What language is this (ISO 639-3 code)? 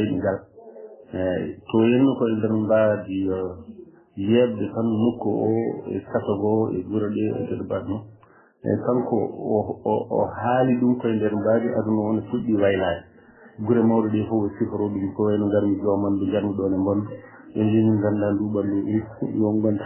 ful